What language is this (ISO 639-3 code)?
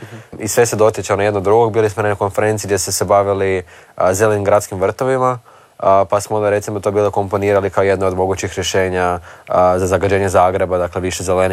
hrv